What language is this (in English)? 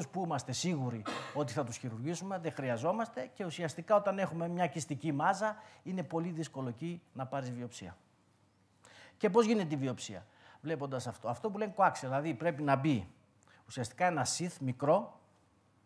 Greek